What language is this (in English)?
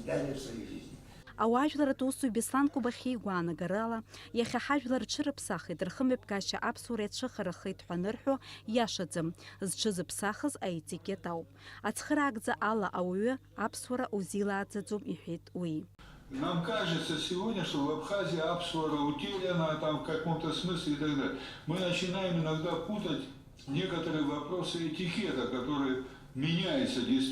Abkhazian